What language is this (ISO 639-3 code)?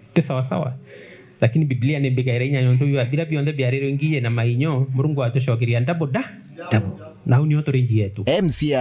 mer